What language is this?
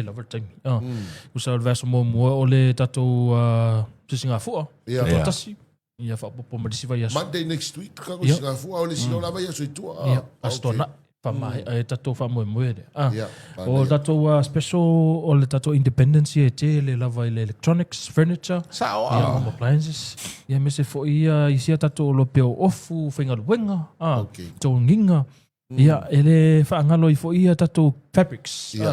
Samoan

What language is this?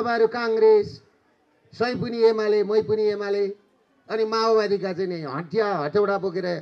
Nepali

